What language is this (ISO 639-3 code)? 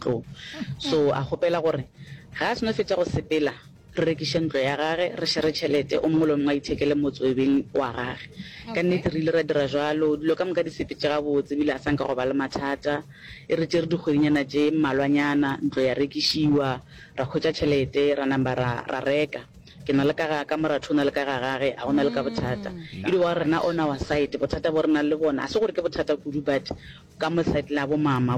nso